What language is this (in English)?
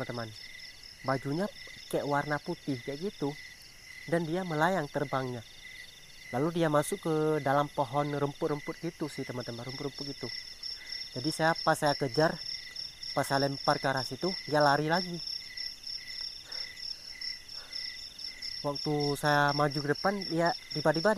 Indonesian